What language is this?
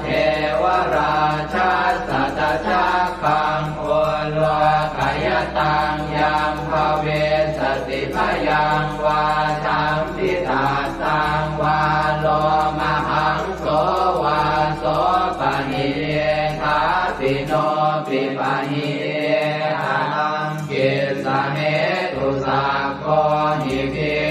Pali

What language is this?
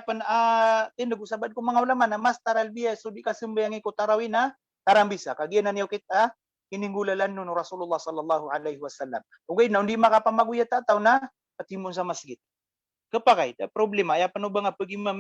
Maranao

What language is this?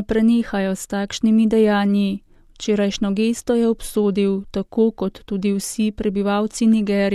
Slovenian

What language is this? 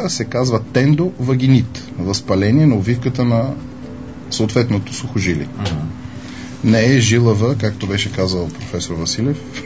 Bulgarian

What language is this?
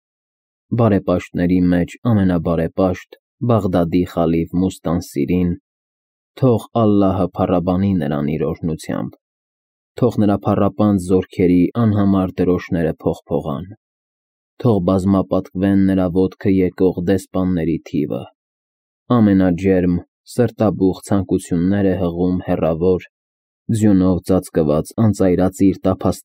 Armenian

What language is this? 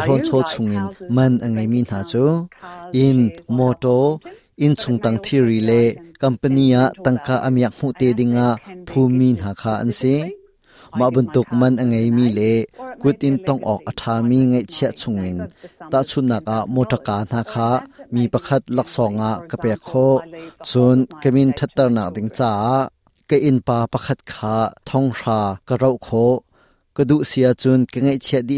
Hakha Chin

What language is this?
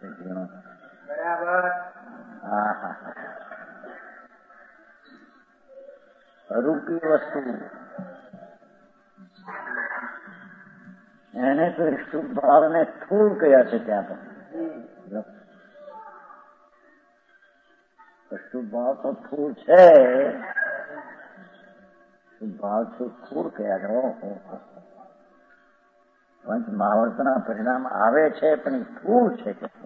Gujarati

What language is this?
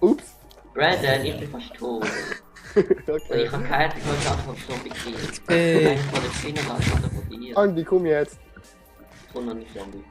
Swiss German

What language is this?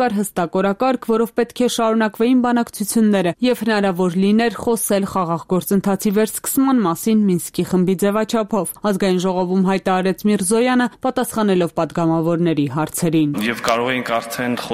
Armenian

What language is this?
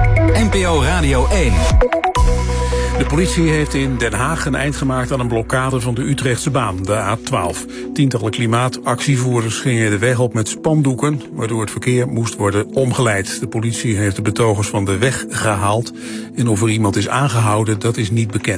Dutch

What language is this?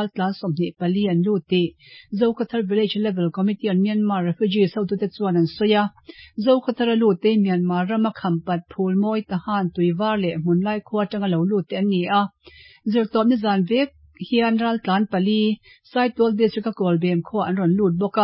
Mizo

